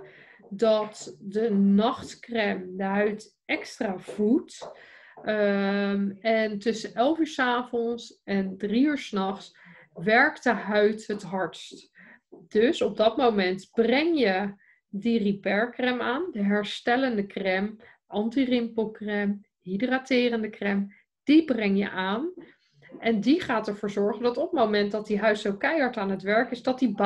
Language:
Dutch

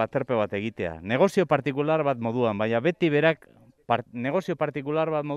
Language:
Basque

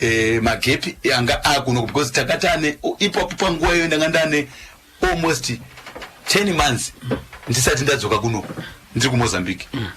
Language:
Shona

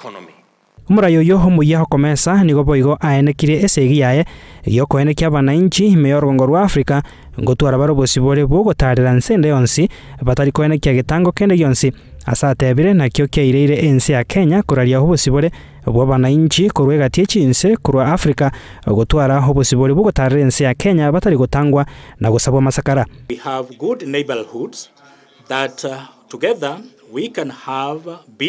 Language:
Gusii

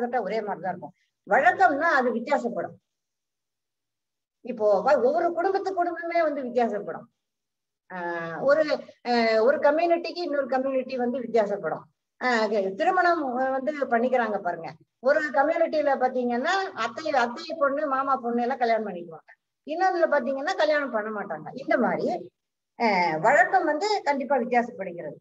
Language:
Tamil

